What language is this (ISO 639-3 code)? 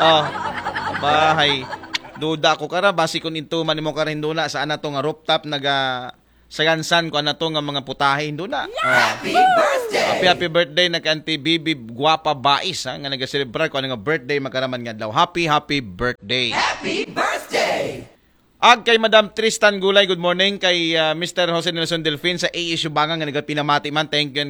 akl